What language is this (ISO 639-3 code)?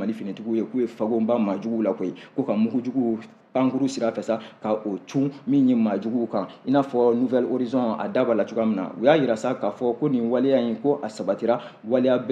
bam